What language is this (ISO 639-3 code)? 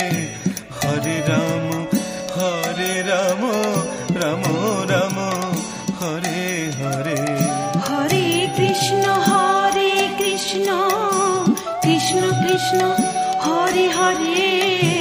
ben